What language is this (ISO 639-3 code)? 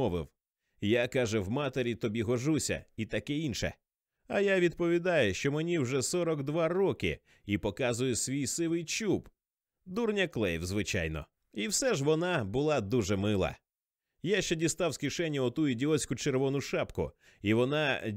ukr